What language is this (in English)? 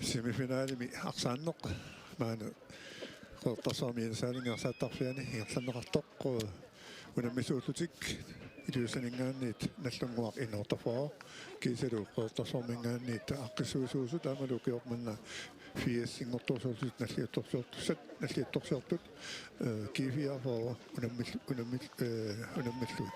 Kalaallisut